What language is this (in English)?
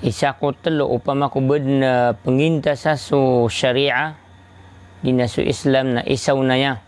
Maranao